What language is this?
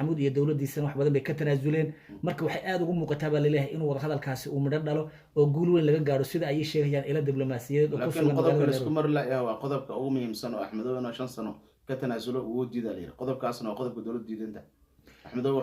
Somali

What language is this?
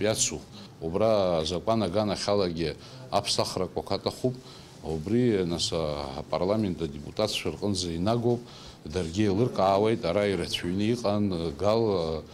Abkhazian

